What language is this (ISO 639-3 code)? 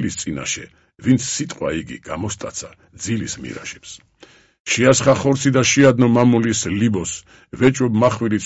kat